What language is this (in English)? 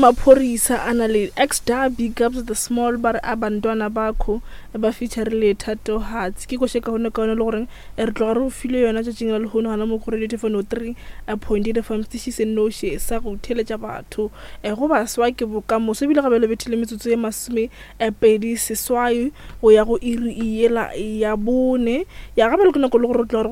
Northern Sotho